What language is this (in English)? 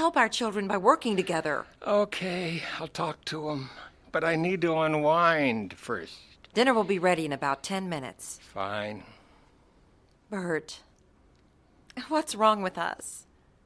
English